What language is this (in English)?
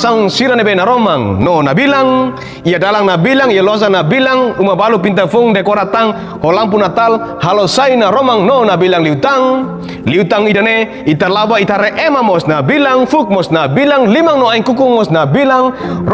Tetum